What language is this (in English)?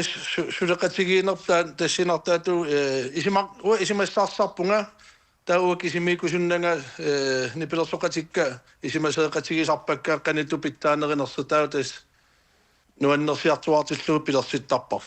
Kalaallisut